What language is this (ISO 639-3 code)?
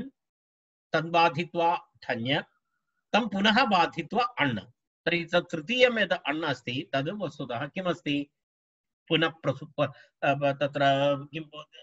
san